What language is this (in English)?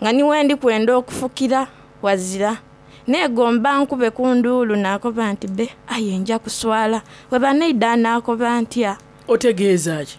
Soga